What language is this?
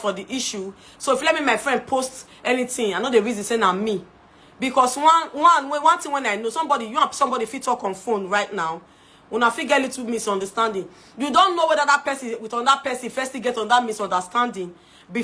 Nigerian Pidgin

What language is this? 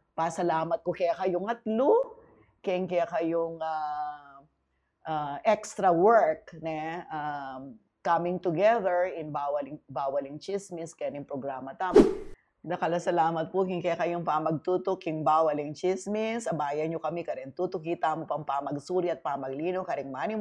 Pampanga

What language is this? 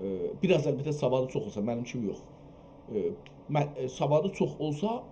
South Azerbaijani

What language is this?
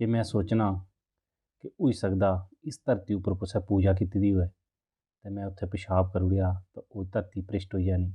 Dogri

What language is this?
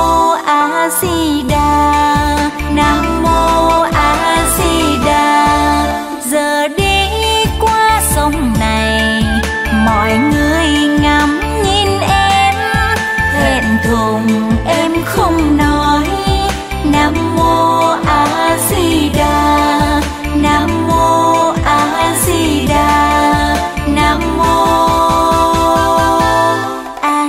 Vietnamese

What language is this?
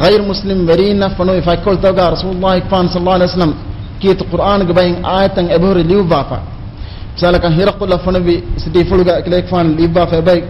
Divehi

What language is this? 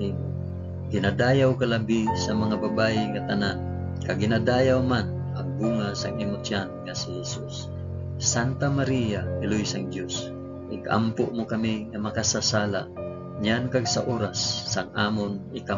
Hiligaynon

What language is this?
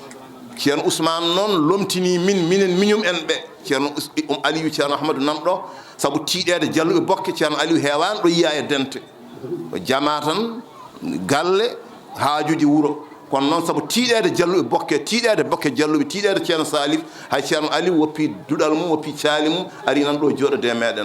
Fula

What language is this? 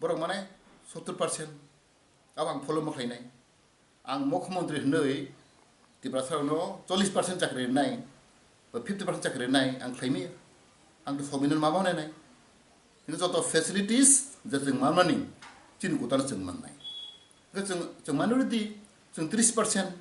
Kok Borok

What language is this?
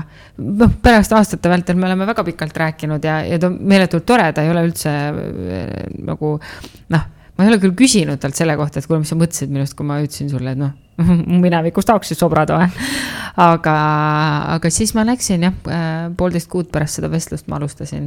Estonian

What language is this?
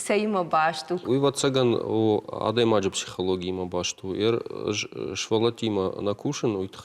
Ossetic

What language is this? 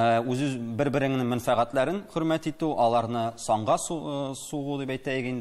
Tatar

